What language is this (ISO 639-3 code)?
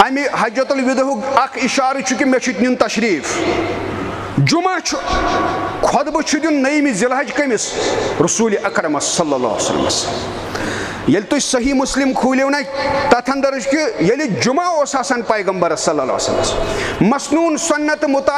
kas